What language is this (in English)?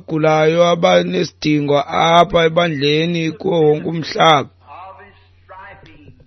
Xhosa